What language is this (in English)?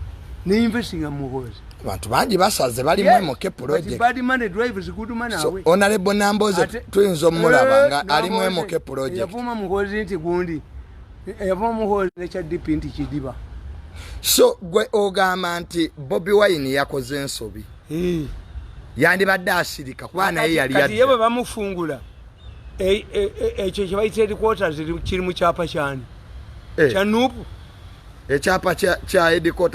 Ganda